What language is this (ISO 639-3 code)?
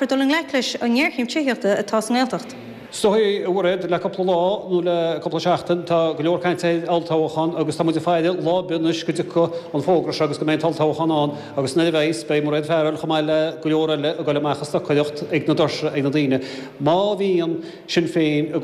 gle